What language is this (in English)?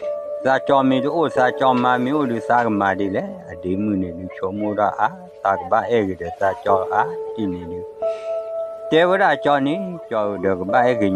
S'gaw Karen